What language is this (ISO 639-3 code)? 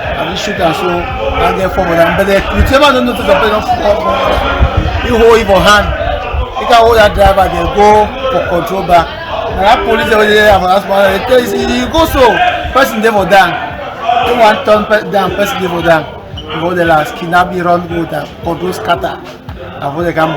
wes